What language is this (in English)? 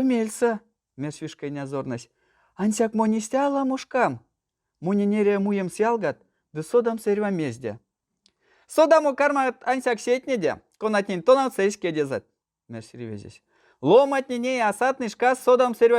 Erzya